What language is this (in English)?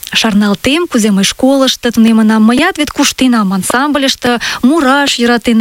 Mari